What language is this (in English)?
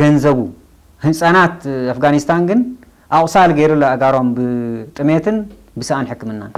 Tigrinya